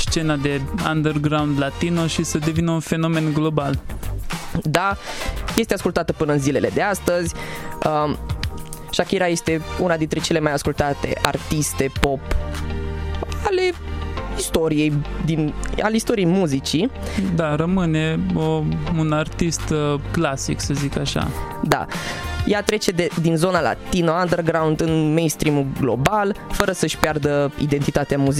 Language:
Romanian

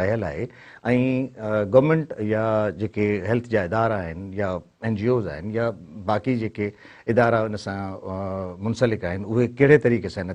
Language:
Sindhi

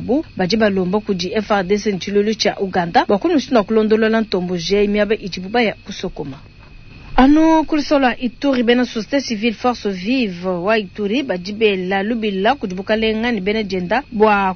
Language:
Luba-Lulua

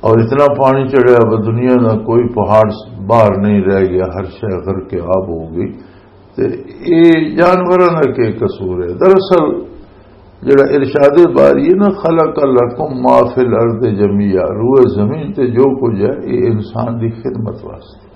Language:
Western Panjabi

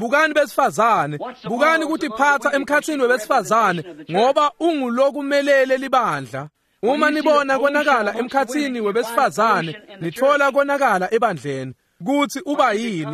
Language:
Swati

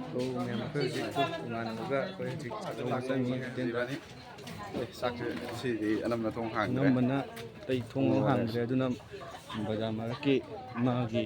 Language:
Manipuri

